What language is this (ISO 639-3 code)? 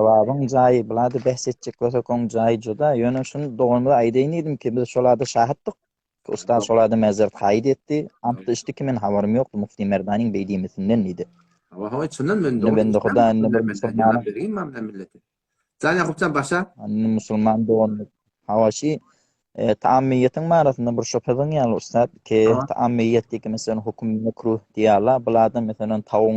tuk